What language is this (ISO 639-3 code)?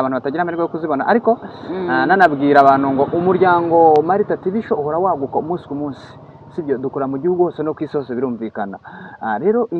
kin